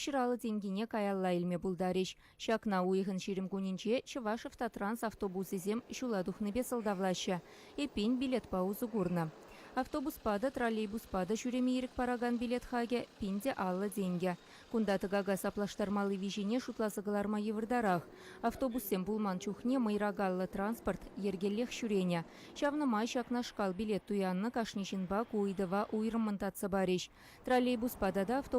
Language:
Chuvash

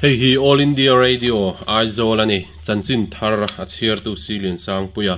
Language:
Mizo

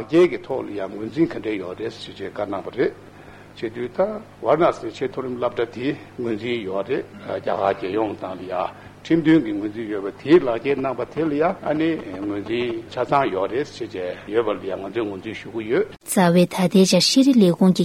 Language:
Tibetan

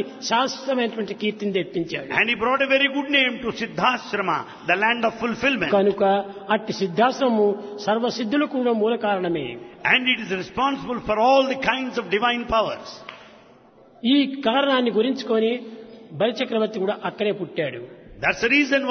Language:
Telugu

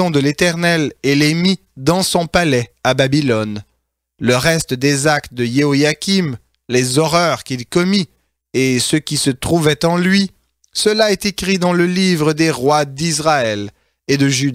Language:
French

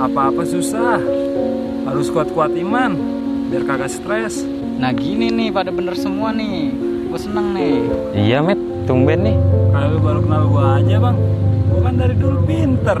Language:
Betawi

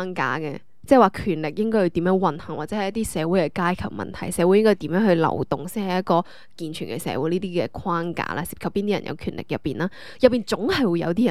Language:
Cantonese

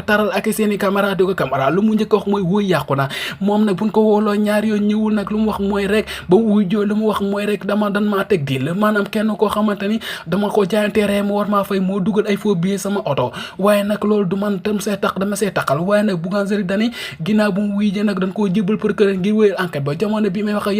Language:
Wolof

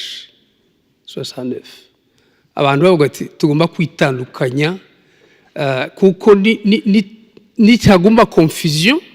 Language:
Kinyarwanda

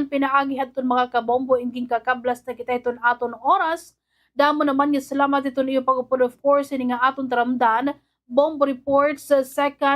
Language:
Waray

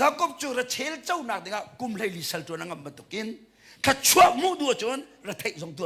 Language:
Hakha Chin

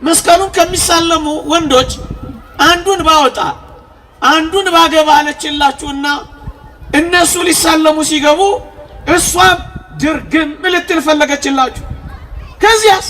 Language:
Amharic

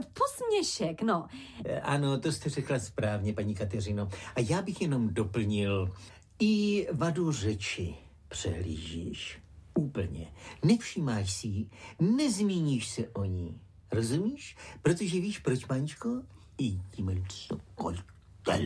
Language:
Czech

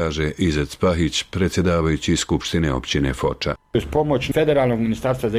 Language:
Bosnian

